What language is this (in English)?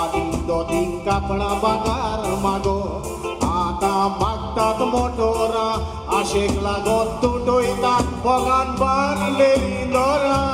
Konkani